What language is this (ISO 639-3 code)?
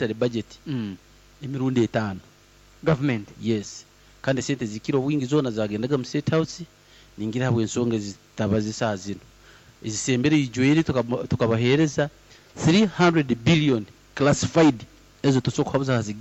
nyn